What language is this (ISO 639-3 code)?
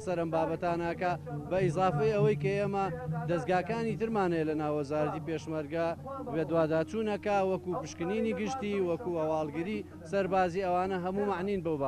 ckb